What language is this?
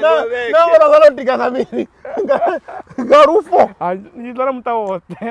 Venda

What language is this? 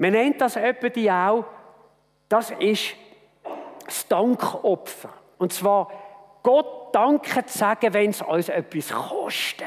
Swiss German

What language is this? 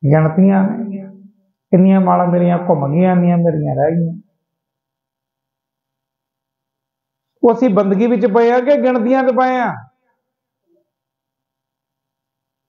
Punjabi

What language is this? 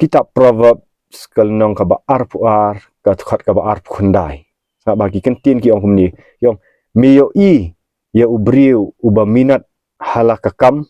Khasi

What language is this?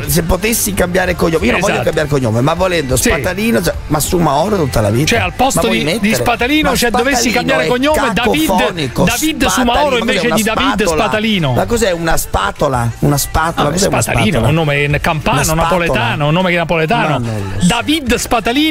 Italian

